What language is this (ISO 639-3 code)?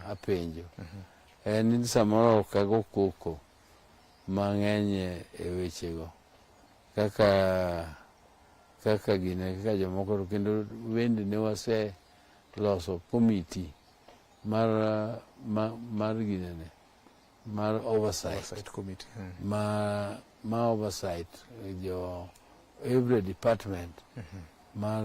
luo